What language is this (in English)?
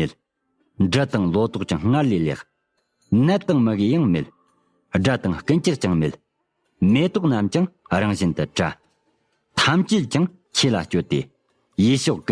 Tibetan